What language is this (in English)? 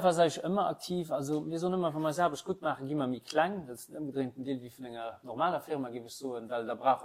Luxembourgish